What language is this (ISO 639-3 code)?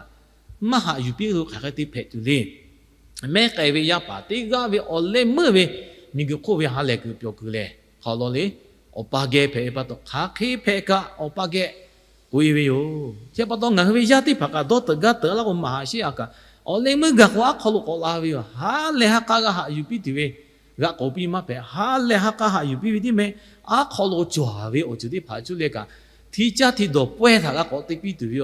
lhu